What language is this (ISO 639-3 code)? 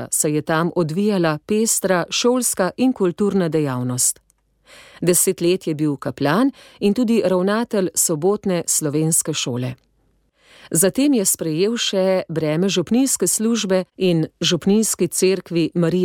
slv